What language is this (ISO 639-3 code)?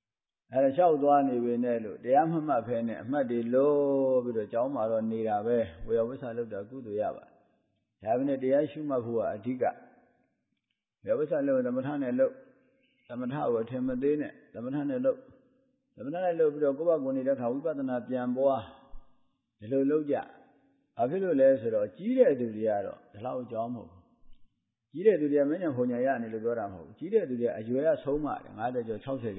mya